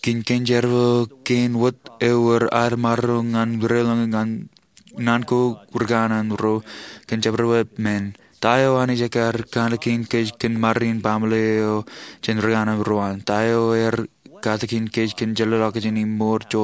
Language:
Marshallese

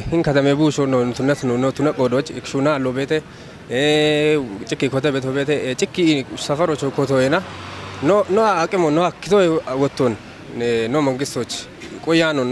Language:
Kafa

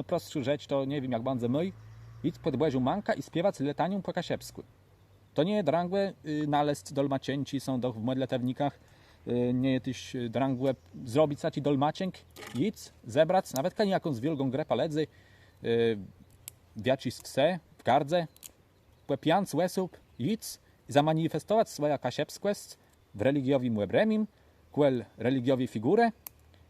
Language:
Kashubian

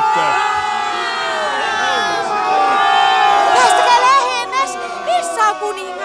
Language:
Finnish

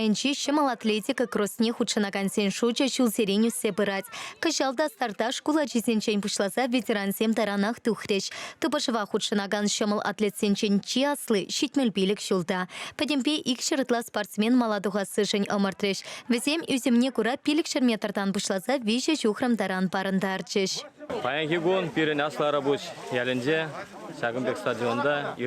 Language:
Chuvash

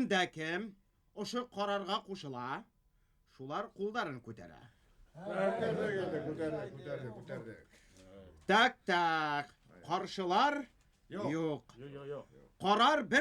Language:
Bashkir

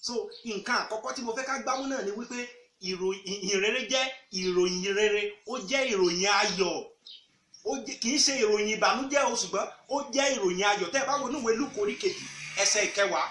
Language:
Yoruba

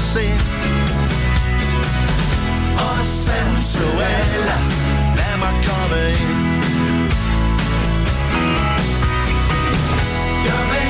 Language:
Danish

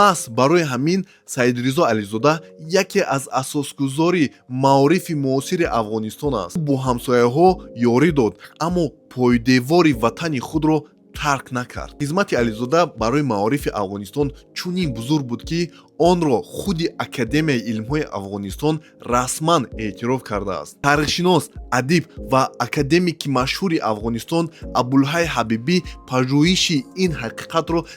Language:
Tajik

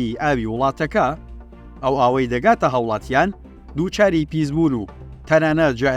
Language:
Central Kurdish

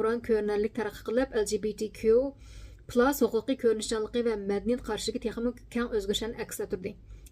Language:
Uyghur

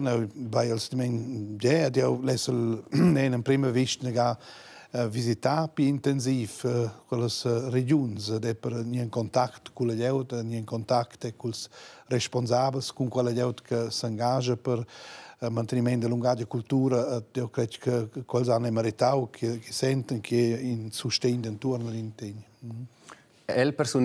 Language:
Romansh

